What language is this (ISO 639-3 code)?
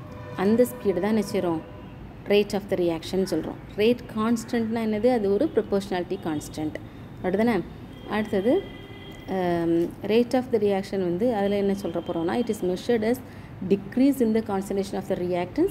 tam